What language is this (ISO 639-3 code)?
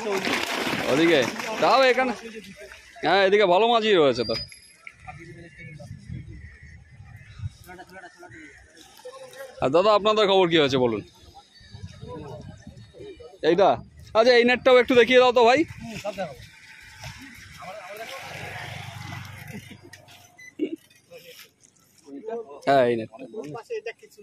ben